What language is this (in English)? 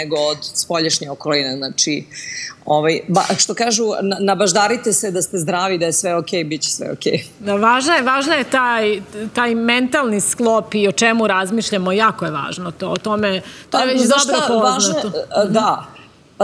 Serbian